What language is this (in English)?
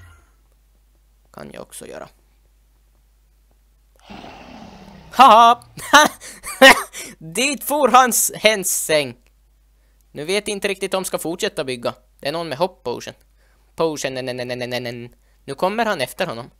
Swedish